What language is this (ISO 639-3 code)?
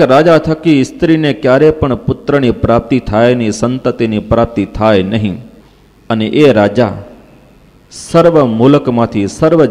guj